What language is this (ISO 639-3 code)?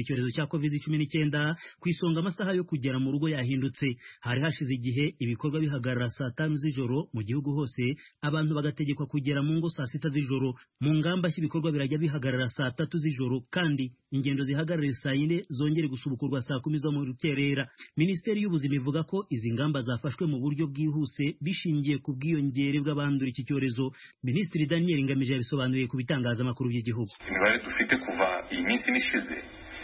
kin